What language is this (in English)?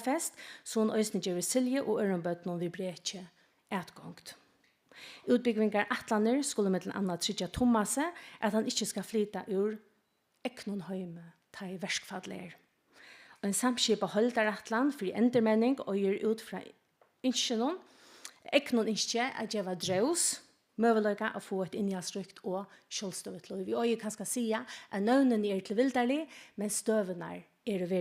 Faroese